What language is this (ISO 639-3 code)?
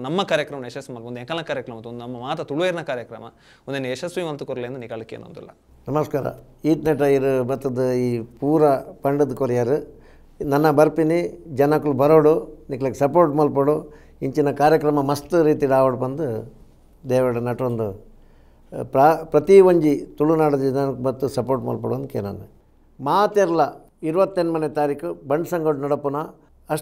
tcy